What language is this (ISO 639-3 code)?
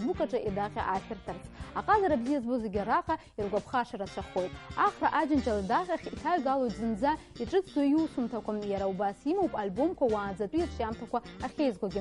abk